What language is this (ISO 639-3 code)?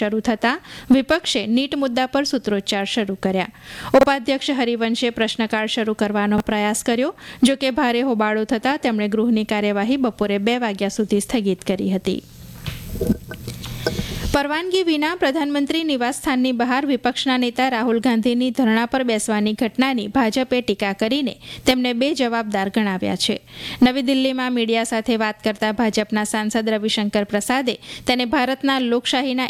guj